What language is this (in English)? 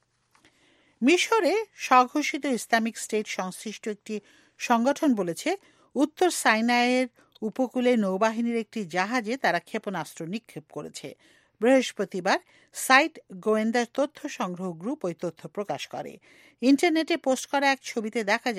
Bangla